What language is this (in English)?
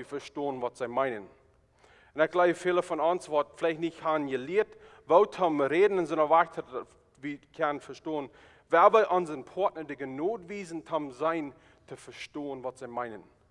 Plautdietsch